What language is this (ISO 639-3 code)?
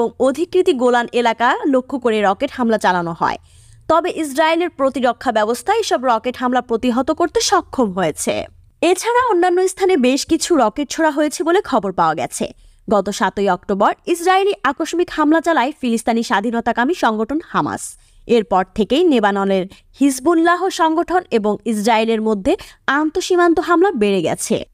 ben